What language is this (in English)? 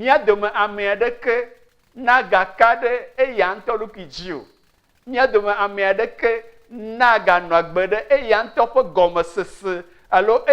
Ewe